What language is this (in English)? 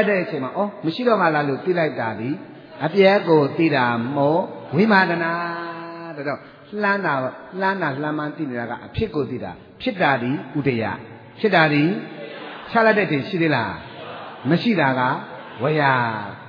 Burmese